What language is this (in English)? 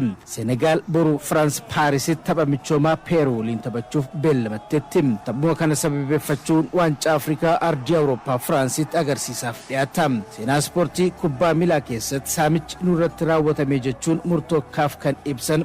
Oromo